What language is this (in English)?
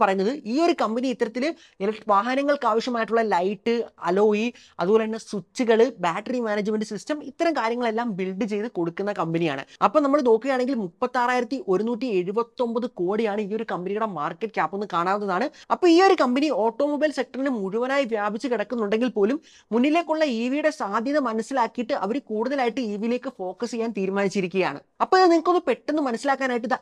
Malayalam